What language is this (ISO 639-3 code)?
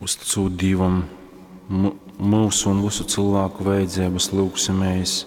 ltg